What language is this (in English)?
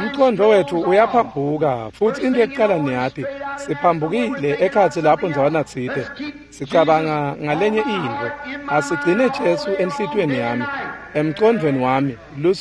Swati